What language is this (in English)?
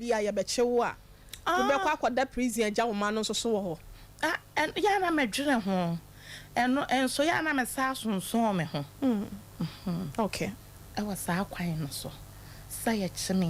Akan